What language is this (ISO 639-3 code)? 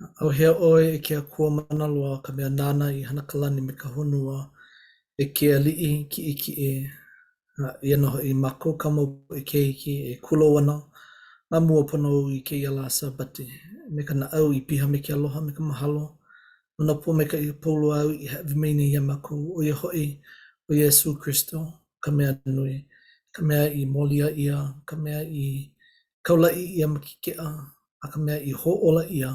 haw